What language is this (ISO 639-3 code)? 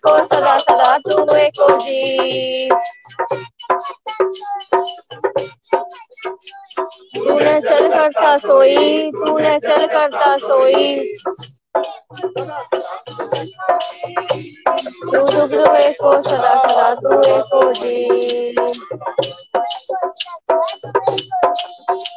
pan